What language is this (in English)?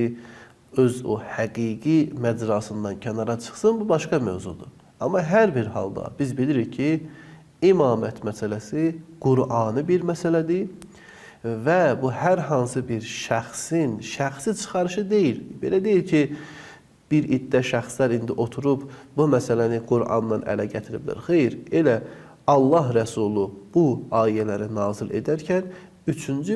Azerbaijani